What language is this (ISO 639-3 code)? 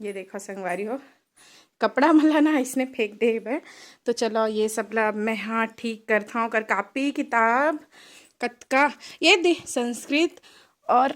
hne